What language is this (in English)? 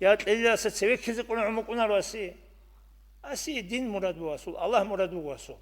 Avaric